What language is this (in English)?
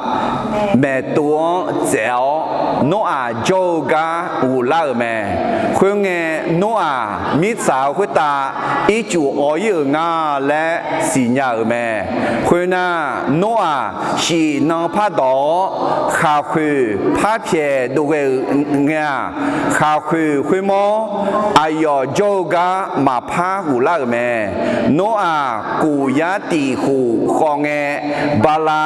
Akha